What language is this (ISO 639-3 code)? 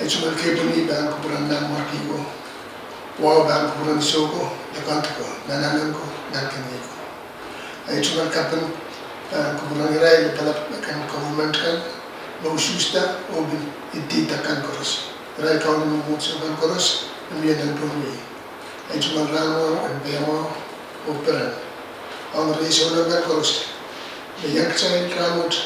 pon